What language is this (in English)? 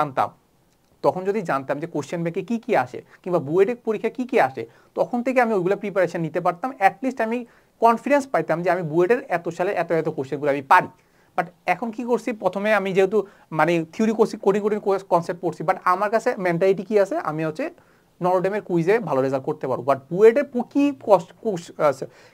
Bangla